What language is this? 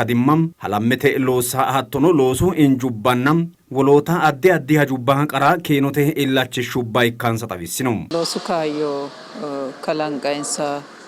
Sidamo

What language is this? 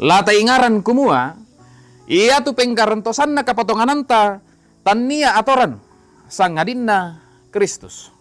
Toraja-Sa'dan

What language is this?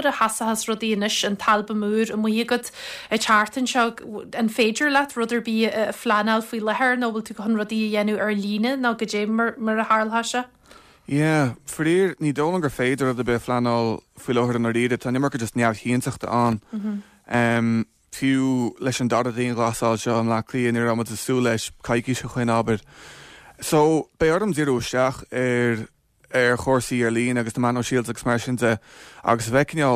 Irish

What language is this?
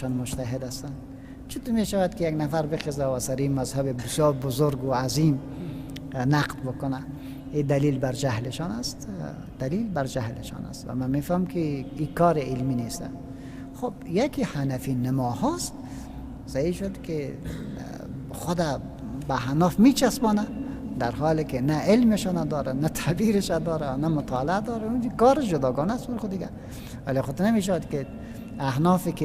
Persian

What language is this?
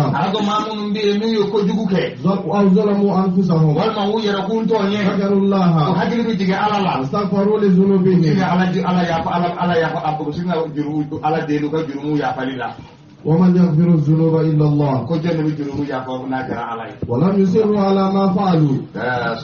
Bambara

